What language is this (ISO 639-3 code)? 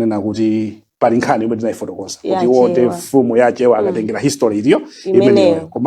nya